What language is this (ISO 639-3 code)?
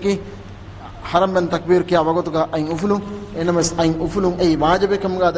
div